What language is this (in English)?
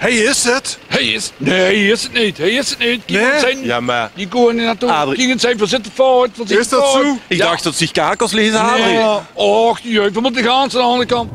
Limburgish